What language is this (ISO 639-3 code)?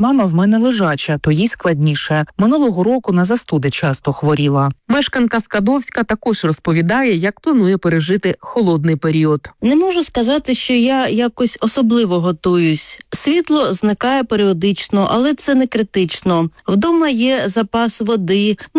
ukr